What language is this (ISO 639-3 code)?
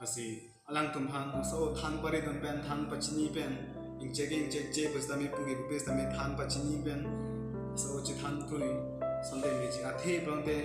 mjw